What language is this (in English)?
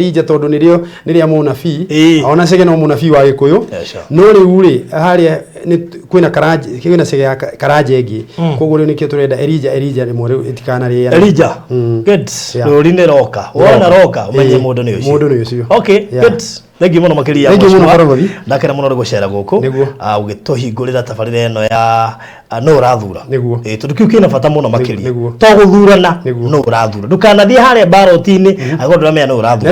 Kikuyu